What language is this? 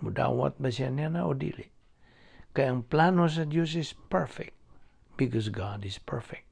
Cebuano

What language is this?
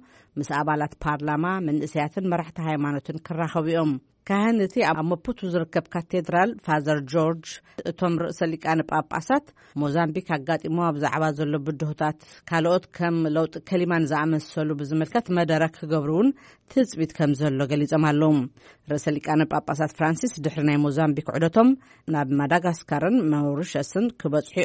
Tigrinya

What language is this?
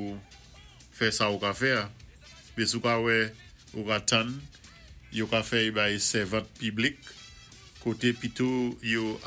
Saint Lucian Creole French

